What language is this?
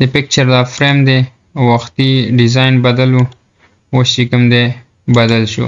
Pashto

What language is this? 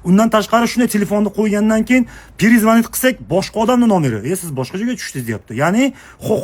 Uzbek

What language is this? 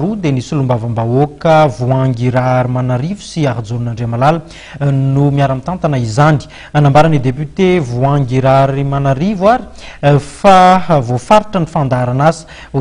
Malagasy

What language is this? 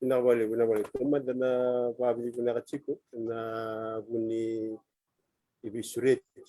Fijian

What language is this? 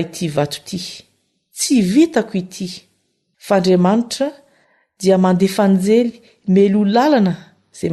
Malagasy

